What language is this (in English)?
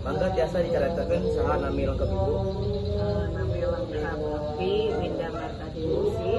Sundanese